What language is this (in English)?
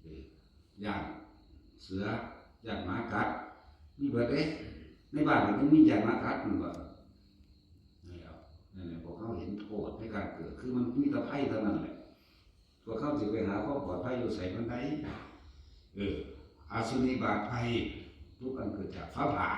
Northeastern Thai